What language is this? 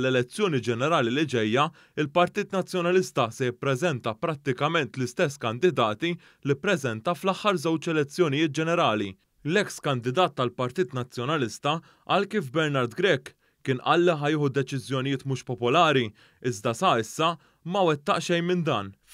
Maltese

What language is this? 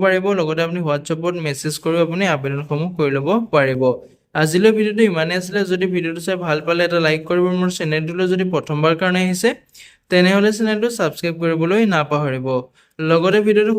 Assamese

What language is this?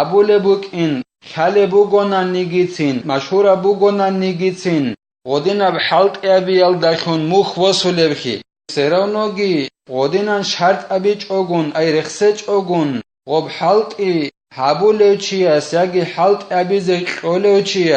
Avaric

